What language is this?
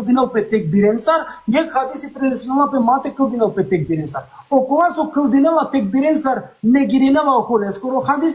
Balkan Romani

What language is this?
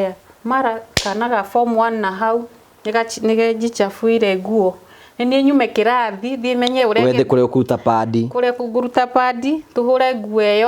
Kikuyu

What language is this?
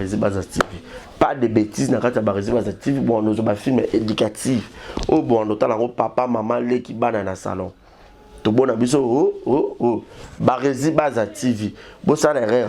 Lingala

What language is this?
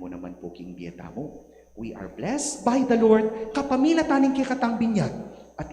Pampanga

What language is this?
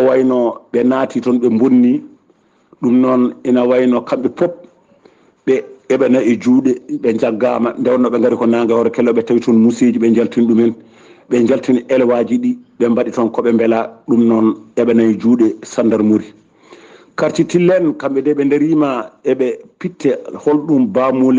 Fula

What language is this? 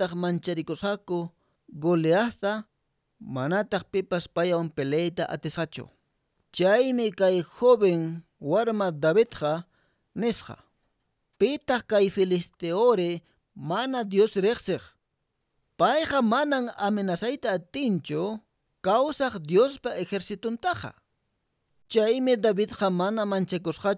Quechua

